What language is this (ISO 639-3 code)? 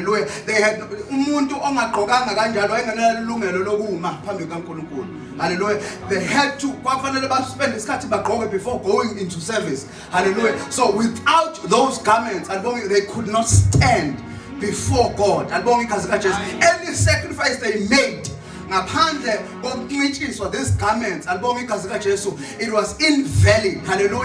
zul